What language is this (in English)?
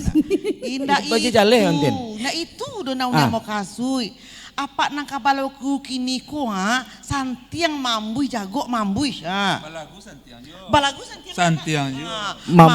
Minangkabau